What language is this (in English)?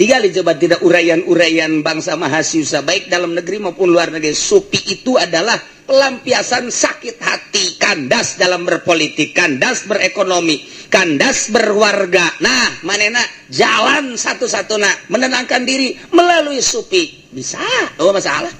Sundanese